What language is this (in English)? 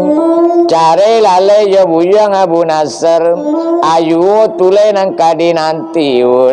Minangkabau